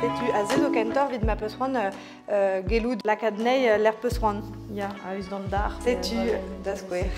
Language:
Breton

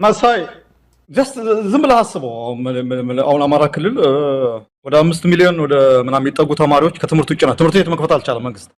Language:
Amharic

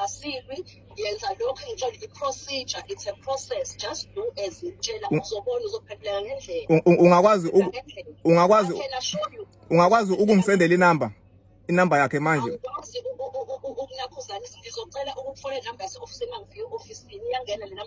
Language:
Zulu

